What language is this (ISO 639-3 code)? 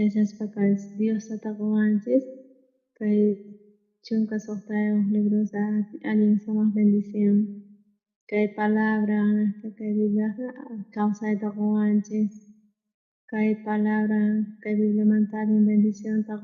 quh